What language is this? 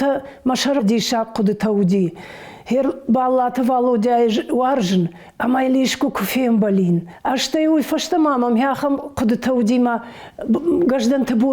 Ossetic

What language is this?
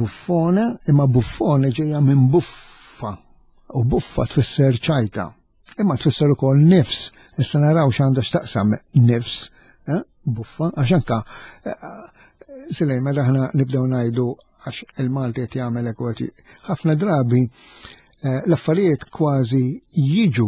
Maltese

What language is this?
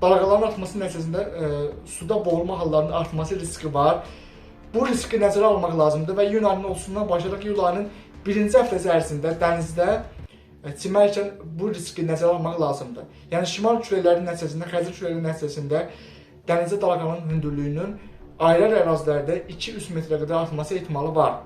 Azerbaijani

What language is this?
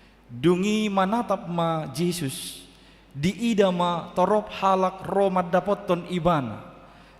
Batak Toba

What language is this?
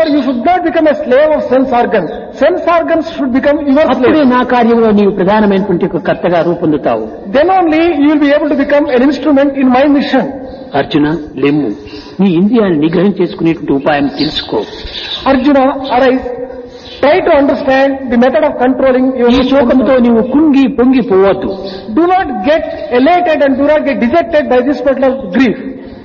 Telugu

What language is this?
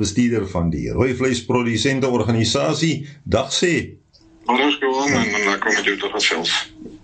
Afrikaans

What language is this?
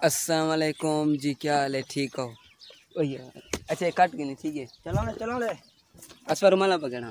Saraiki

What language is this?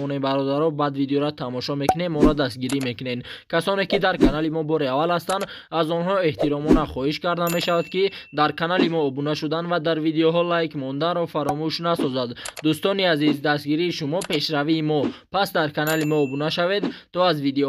Tajik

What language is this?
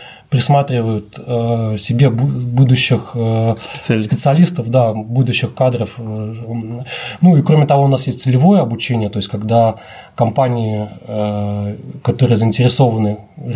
Russian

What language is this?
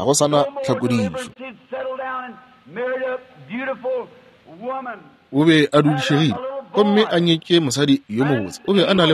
Northern Sotho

